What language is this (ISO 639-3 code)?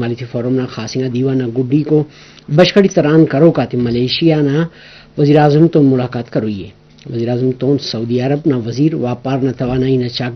brh